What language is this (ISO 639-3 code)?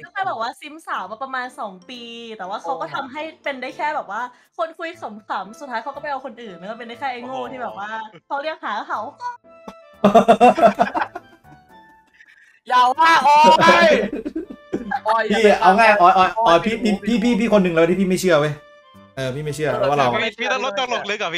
tha